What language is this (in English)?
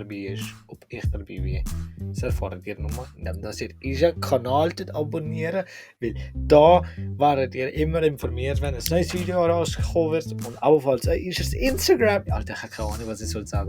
Swiss German